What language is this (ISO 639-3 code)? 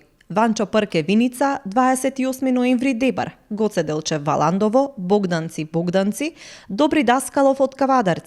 mkd